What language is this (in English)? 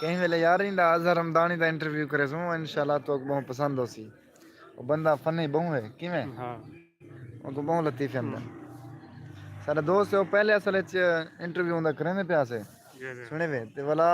Saraiki